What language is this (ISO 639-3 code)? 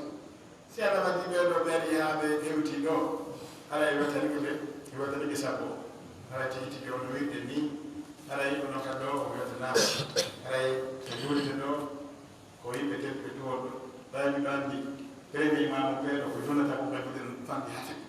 fuf